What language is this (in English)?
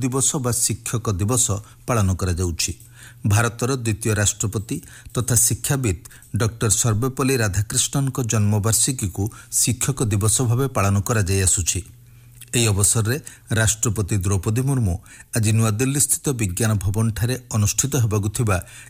Odia